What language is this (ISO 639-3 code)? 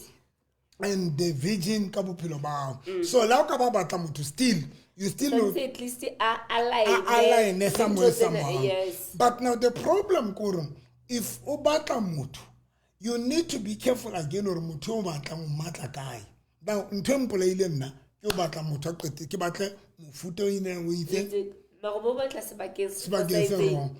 sot